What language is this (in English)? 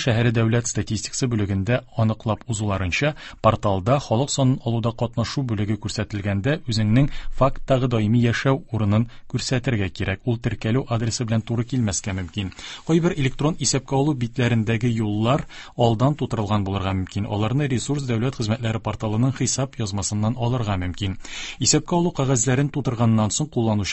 Tatar